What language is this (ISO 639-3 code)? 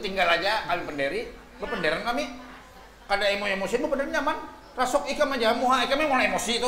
bjn